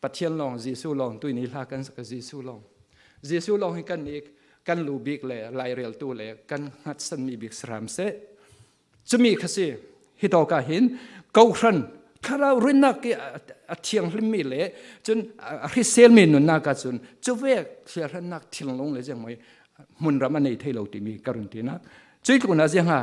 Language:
Falam Chin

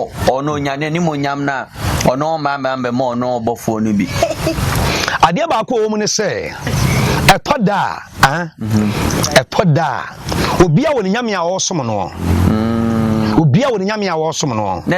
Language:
Akan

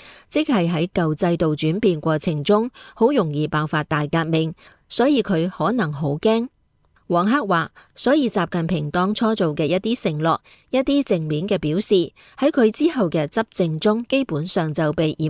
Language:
Cantonese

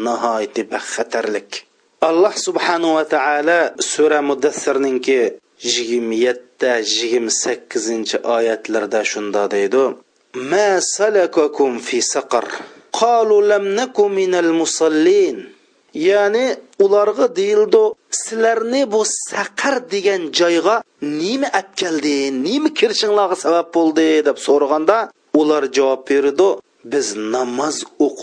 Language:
Uyghur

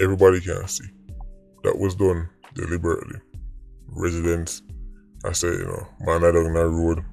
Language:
Jamaican Creole English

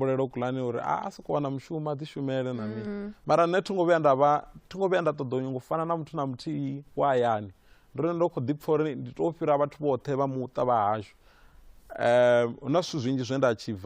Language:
Venda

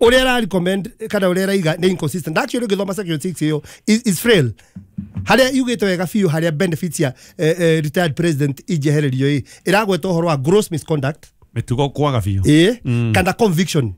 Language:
Kikuyu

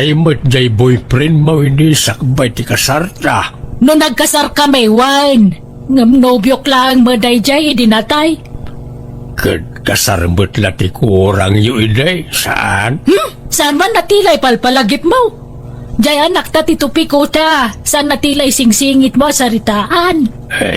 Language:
Iloko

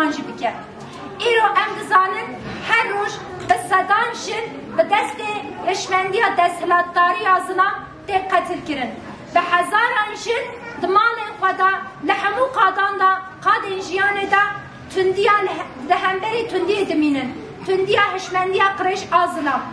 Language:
Kurdish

